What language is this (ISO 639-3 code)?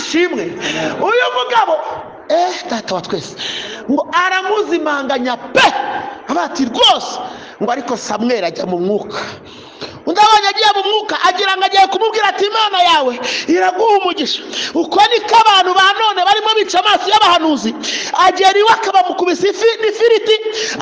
kin